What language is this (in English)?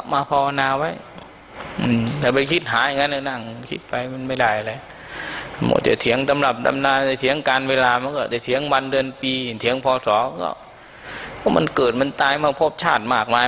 Thai